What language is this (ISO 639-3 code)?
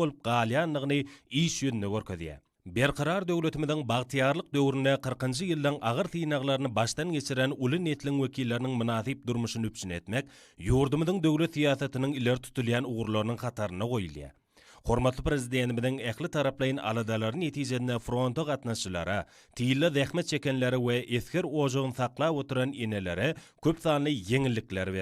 tuk